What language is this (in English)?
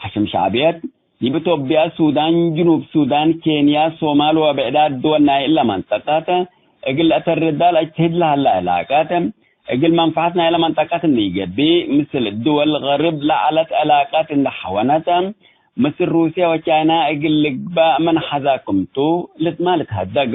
Tigre